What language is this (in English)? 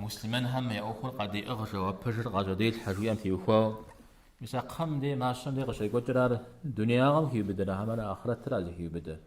Kabardian